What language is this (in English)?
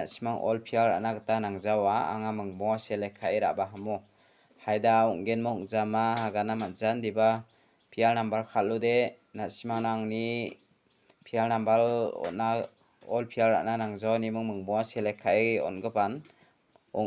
Garo